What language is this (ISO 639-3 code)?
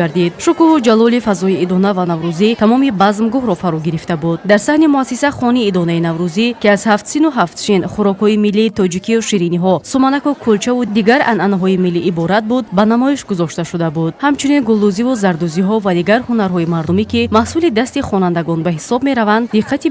tgk